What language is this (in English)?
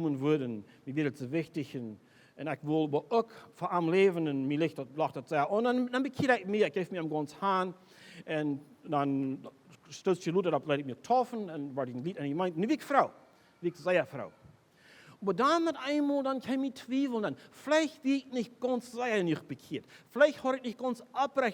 Plautdietsch